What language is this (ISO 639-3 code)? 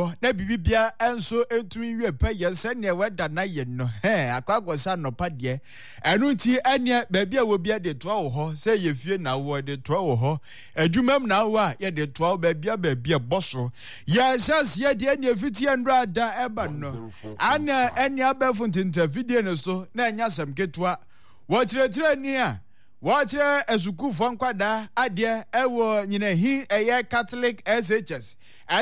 aka